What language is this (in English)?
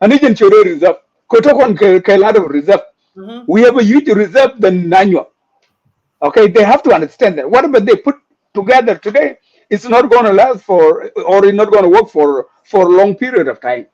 Nuer